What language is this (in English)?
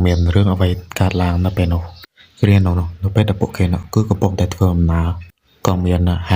Khmer